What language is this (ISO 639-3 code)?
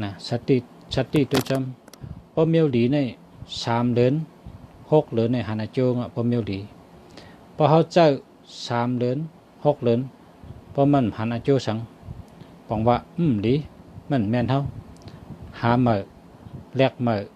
shn